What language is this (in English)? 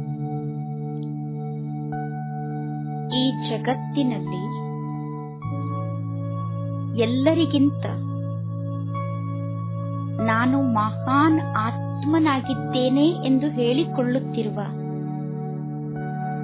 Kannada